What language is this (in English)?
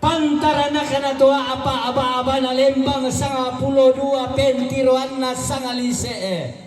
Toraja-Sa'dan